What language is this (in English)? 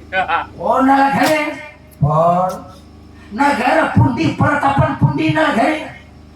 Banjar